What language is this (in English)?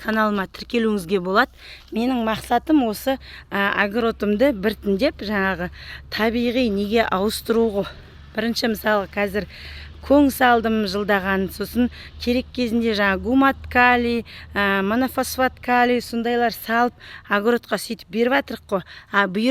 Kazakh